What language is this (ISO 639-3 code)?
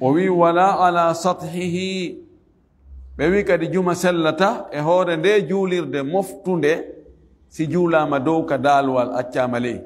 ful